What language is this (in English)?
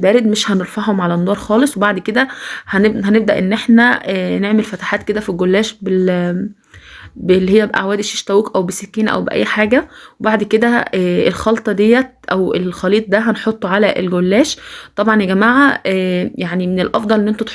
Egyptian Arabic